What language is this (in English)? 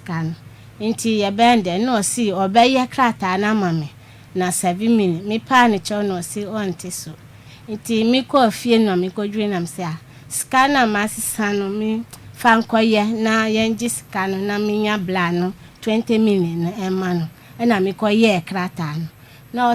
Akan